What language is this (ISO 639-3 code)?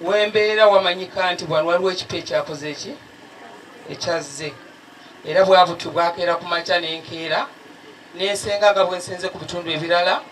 lug